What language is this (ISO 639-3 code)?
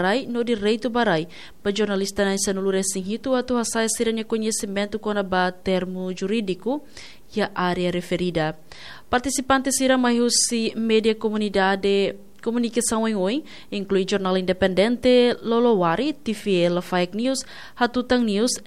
tet